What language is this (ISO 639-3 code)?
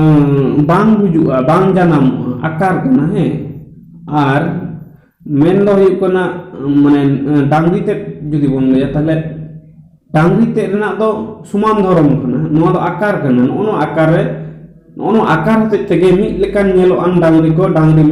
sat